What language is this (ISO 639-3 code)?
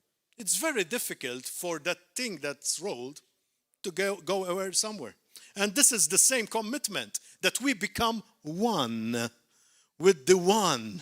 eng